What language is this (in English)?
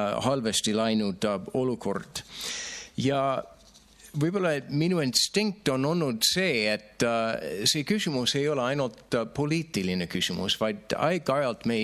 Estonian